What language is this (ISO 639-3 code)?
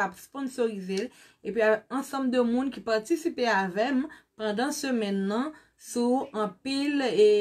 hat